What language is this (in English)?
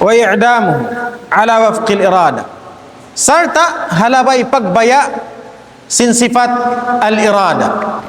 Tausug